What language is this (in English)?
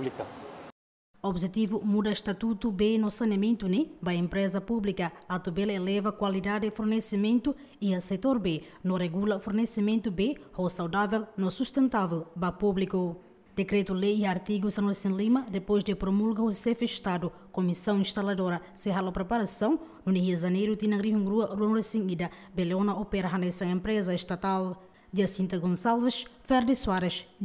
Tetum